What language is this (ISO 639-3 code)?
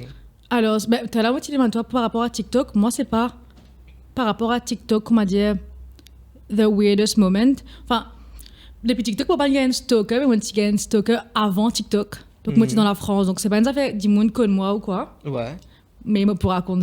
mfe